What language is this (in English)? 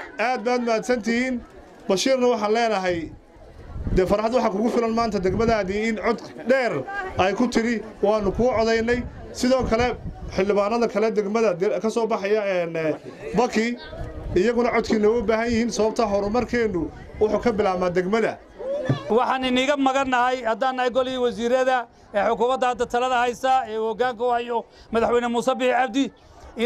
Somali